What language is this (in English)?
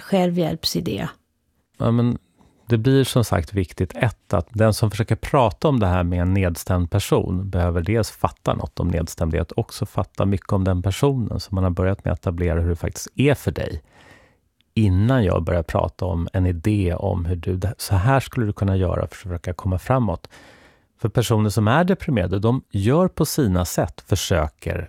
Swedish